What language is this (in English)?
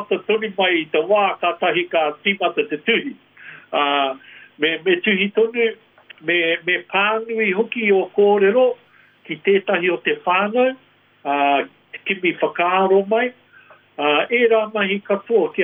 Māori